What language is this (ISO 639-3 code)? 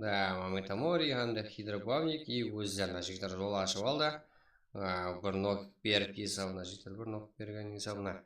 kaa